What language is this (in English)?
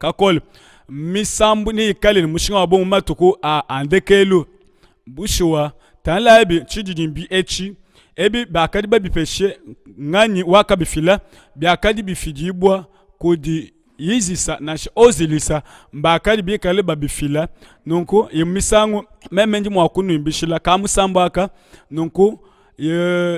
Luba-Lulua